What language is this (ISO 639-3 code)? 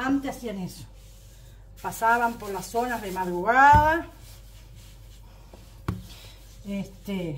spa